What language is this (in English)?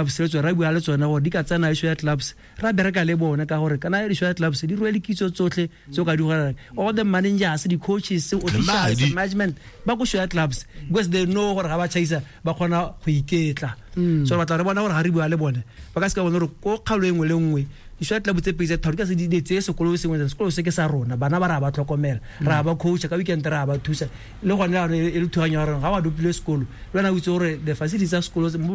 Tswana